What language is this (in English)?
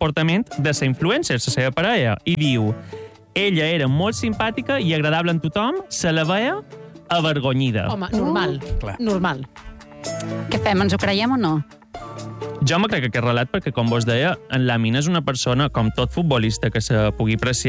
Catalan